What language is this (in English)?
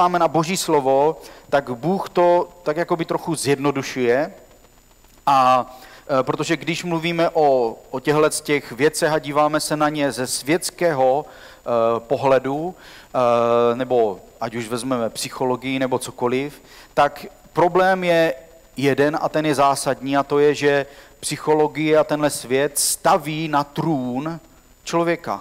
Czech